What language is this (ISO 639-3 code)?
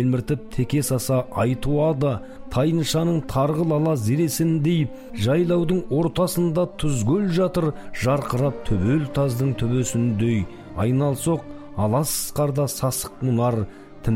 kaz